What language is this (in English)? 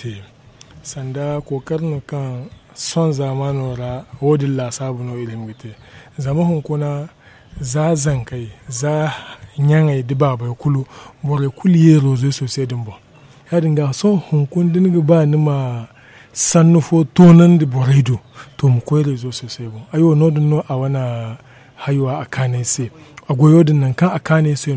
Zarma